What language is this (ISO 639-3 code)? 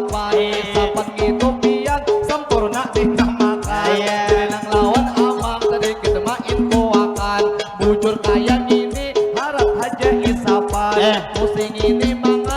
bjn